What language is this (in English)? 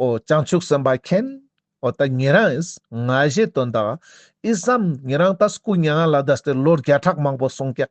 Ladakhi